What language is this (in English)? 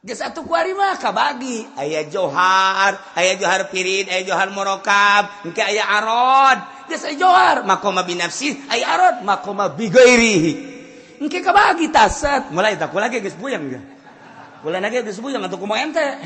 Sundanese